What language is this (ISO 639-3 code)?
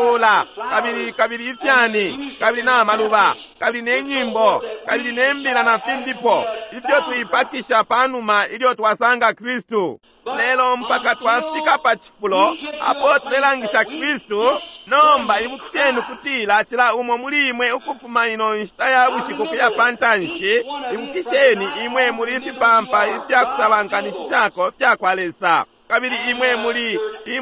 bem